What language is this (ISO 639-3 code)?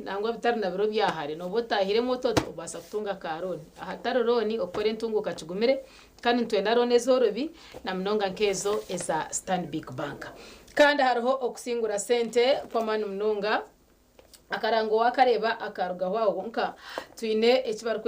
nyn